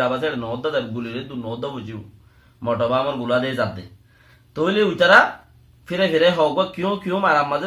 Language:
Rohingya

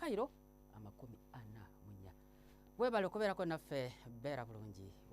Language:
Ganda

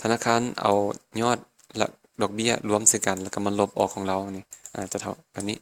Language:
Lao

